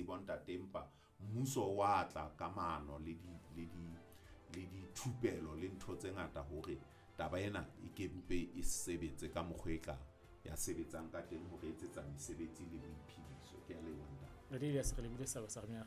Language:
Southern Sotho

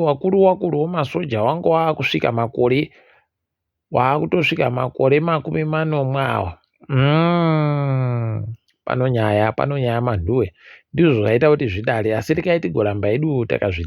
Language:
Ndau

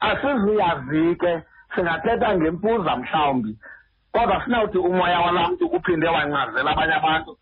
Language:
Xhosa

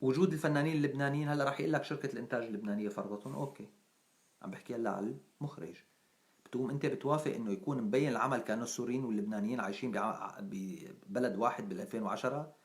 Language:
North Levantine Arabic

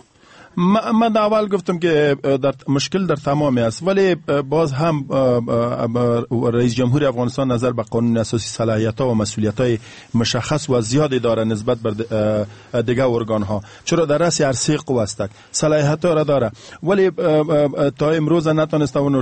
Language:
Persian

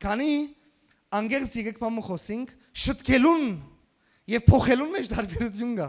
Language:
Western Armenian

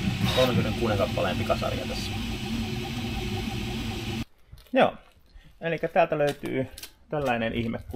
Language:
Finnish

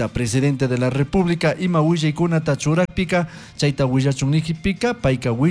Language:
Chimborazo Highland Quichua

